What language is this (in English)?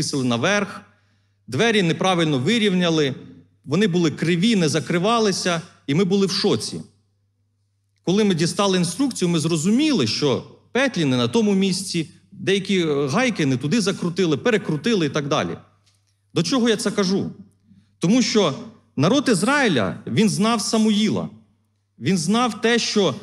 Ukrainian